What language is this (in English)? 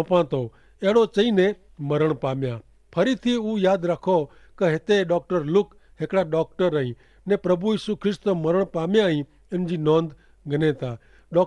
Kachhi